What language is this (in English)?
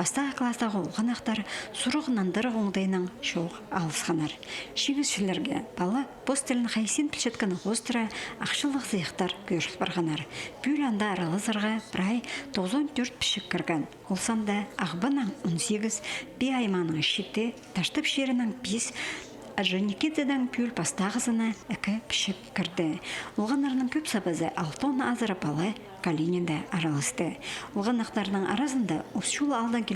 Khakas